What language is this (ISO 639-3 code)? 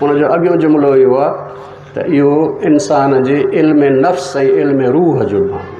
snd